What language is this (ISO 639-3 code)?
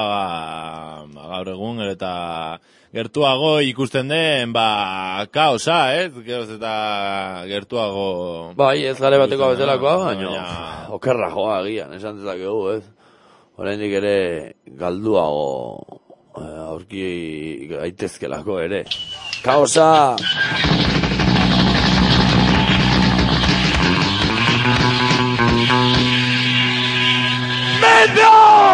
eus